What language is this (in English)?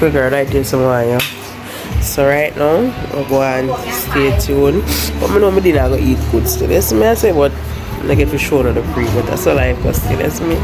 Jamaican Creole English